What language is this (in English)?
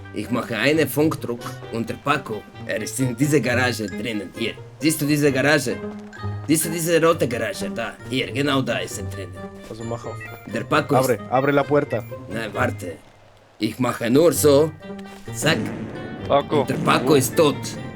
Swiss German